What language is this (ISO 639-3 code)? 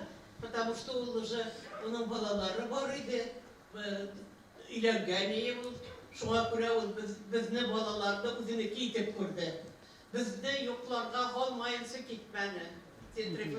bak